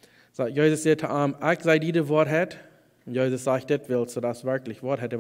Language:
Plautdietsch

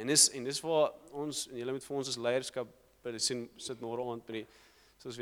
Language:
Afrikaans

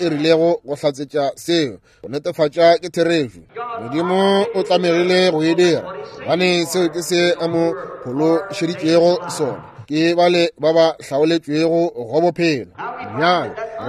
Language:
Northern Sotho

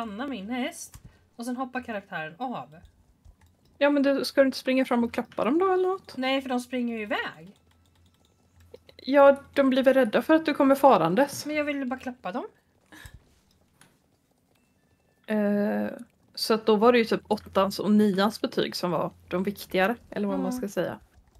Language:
Swedish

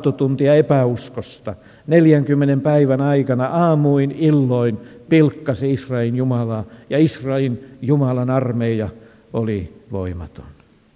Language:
Finnish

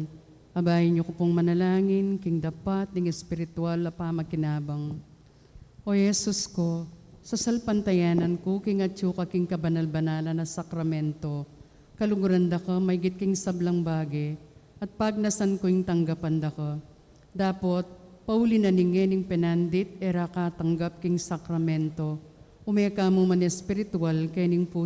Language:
Pampanga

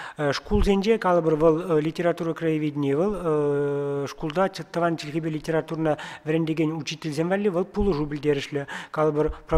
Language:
Chuvash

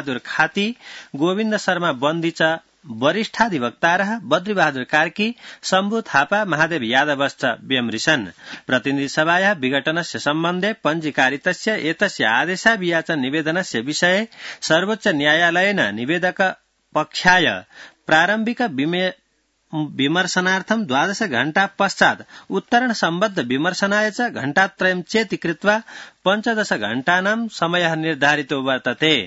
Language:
Sanskrit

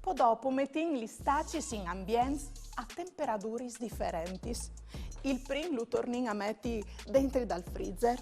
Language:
Friulian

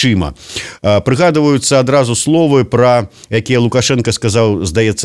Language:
Belarusian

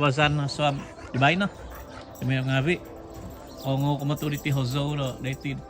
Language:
Central Dusun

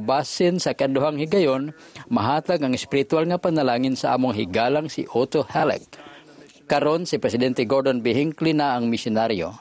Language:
Cebuano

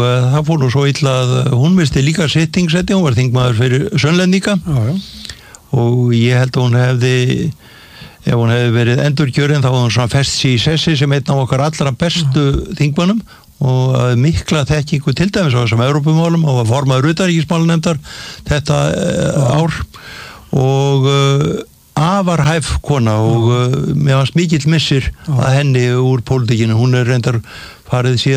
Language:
Icelandic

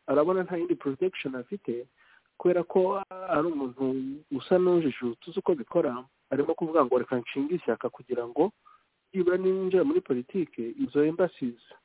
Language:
Kinyarwanda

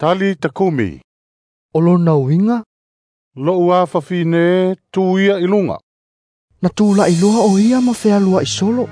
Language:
Samoan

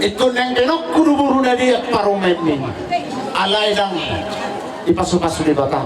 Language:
Batak Toba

